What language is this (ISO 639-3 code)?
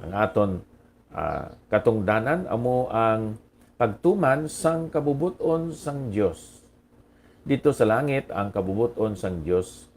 hil